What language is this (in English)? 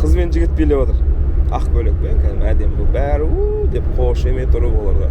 Kazakh